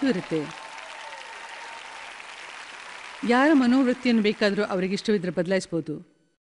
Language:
Kannada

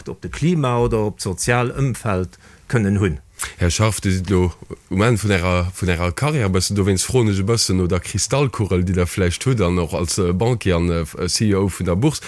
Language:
Luxembourgish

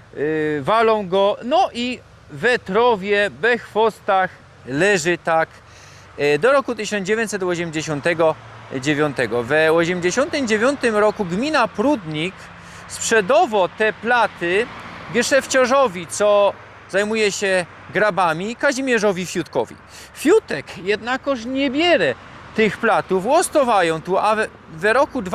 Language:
Silesian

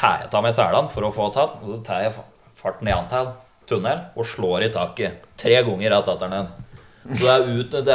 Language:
Norwegian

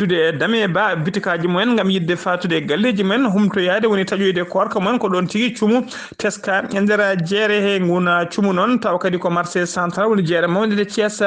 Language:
Fula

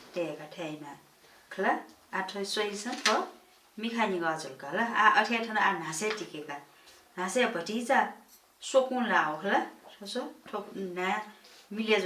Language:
Newari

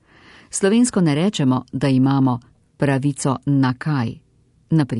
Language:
Slovenian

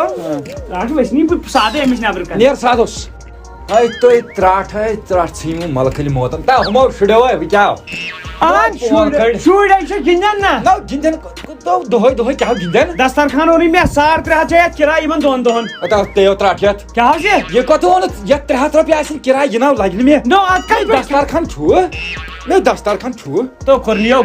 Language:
Kashmiri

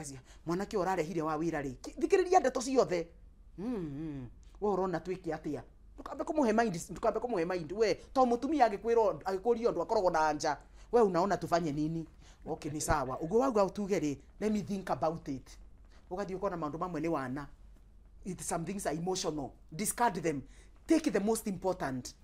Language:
Kikuyu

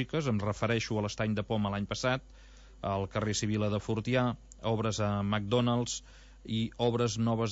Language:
Catalan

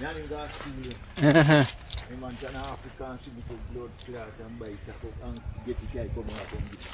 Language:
Jamaican Creole English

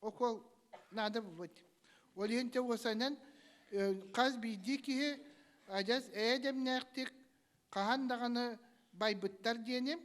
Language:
Yakut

